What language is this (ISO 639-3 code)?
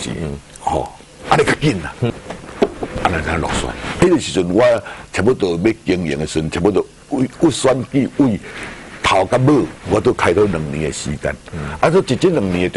nan